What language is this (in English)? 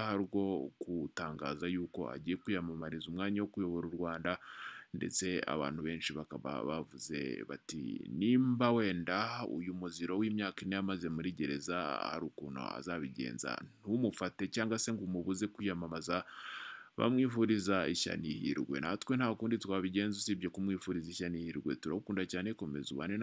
Kinyarwanda